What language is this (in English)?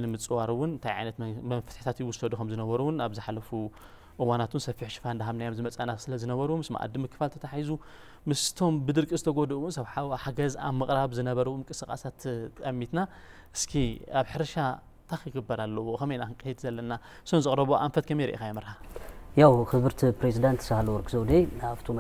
Tigrinya